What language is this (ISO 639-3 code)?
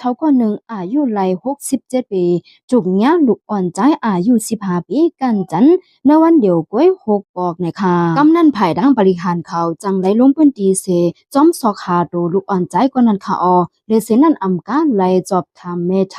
shn